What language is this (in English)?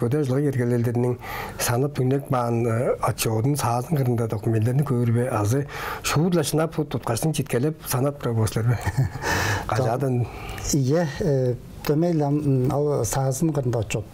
Tuvinian